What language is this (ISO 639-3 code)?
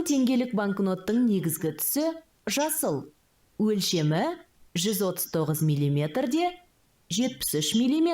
kaz